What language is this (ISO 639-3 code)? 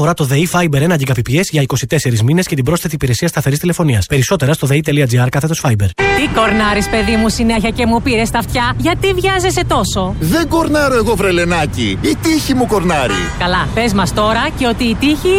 ell